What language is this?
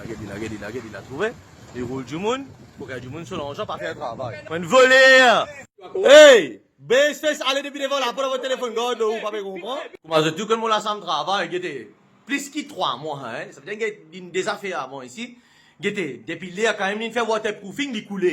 Morisyen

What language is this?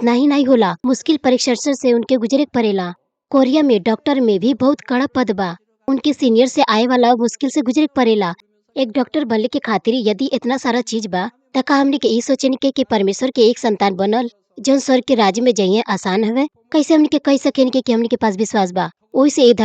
Bhojpuri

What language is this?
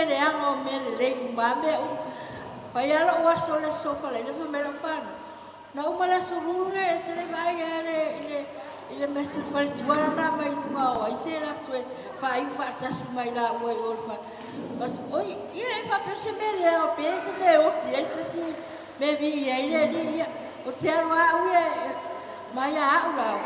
Samoan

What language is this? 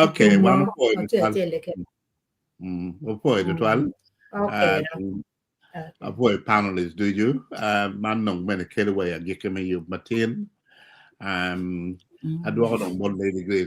Acoli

